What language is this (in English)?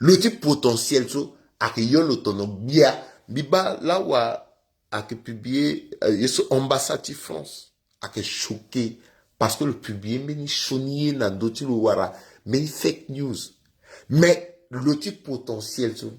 Sango